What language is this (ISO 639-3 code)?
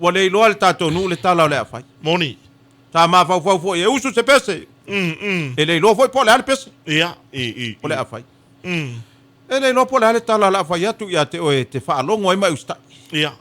smo